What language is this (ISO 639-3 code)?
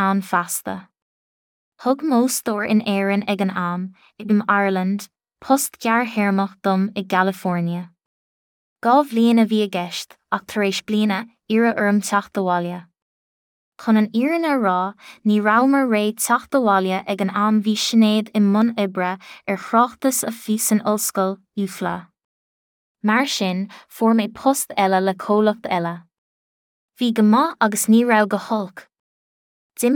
gle